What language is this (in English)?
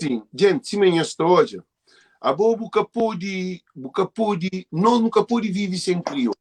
Kabuverdianu